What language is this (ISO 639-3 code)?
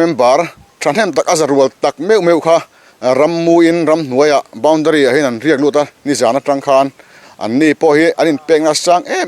lus